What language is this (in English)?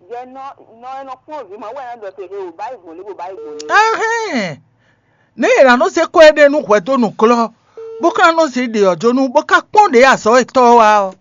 Fon